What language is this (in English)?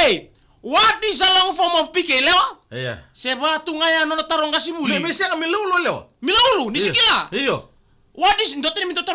Fijian